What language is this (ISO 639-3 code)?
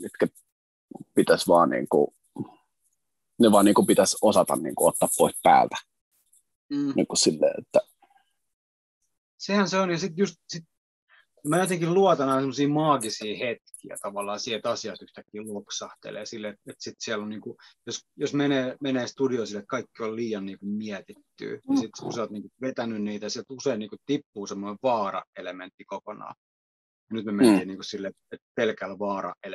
fin